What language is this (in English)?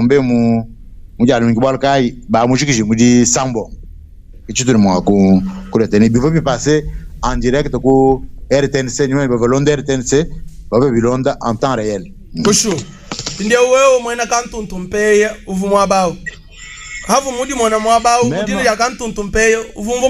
Luba-Lulua